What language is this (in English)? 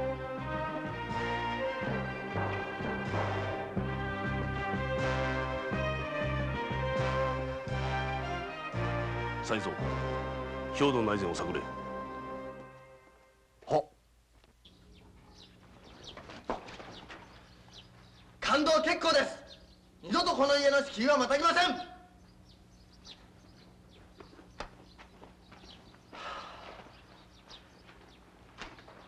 Japanese